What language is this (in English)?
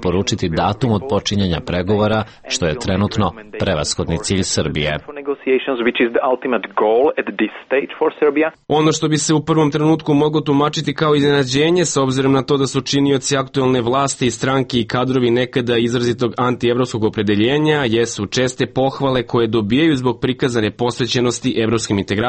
Serbian